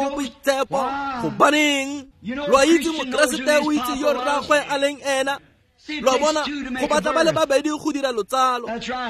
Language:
Tswana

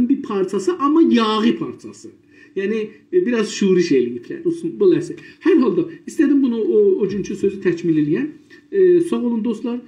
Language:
South Azerbaijani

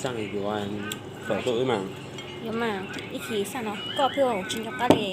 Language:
Hmong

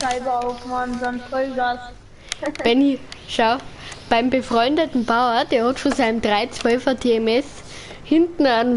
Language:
Bavarian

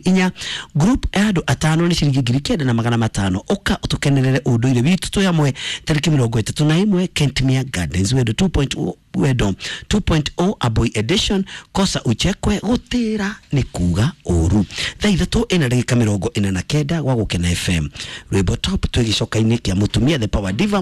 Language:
Kikuyu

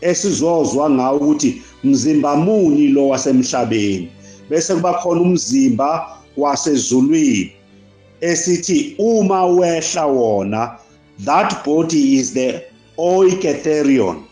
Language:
Zulu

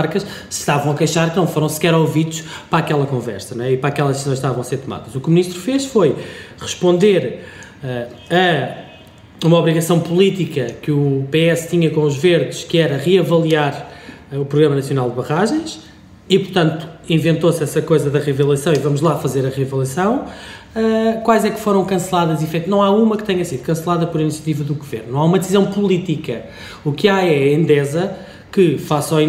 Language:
Portuguese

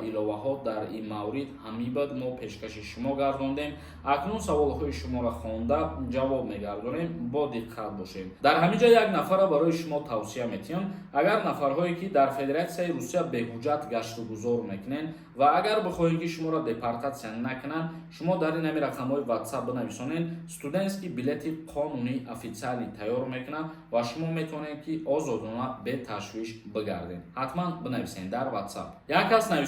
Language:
Tajik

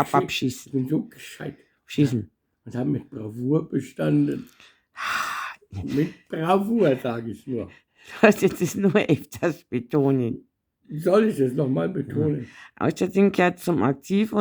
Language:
Bavarian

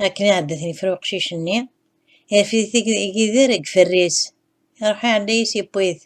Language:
Kabyle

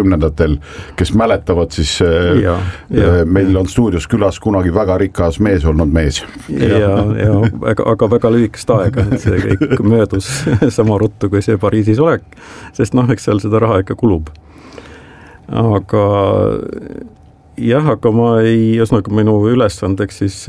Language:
Estonian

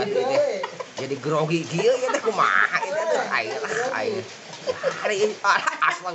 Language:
Sundanese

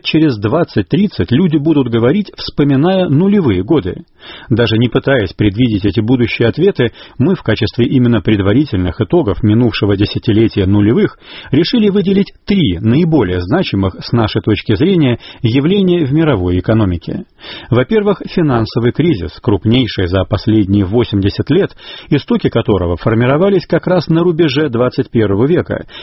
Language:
Russian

